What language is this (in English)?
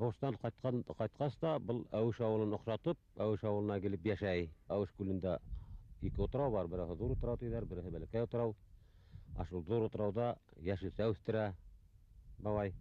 Bashkir